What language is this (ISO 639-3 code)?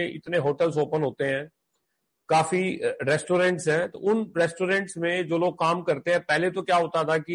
hin